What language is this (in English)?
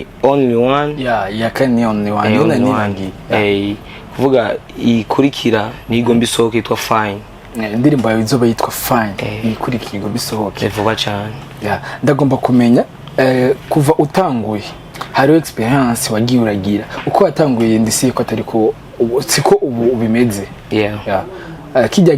Rundi